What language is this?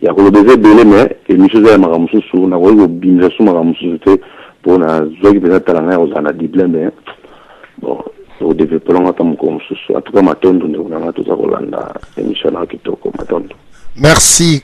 Lingala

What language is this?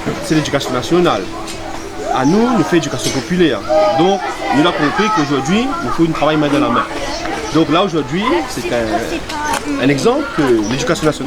Réunion Creole French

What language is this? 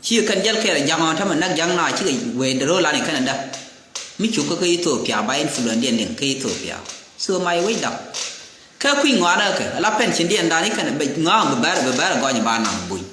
Nuer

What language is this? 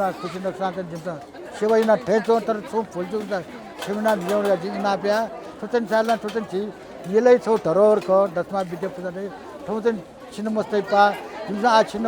Newari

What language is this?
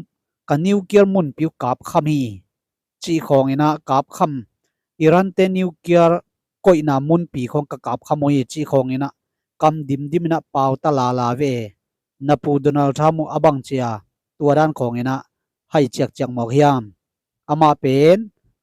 Tedim Chin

